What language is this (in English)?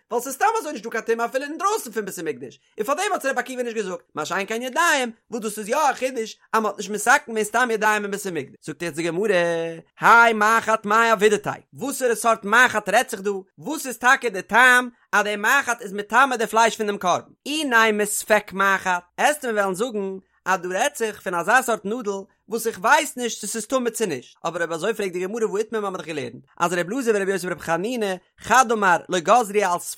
Yiddish